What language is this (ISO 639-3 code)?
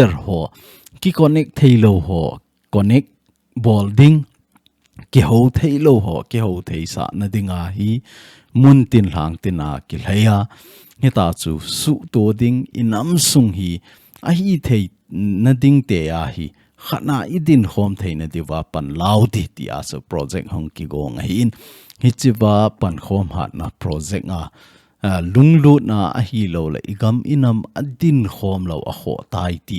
tcz